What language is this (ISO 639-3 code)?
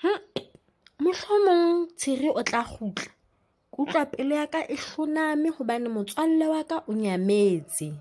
sot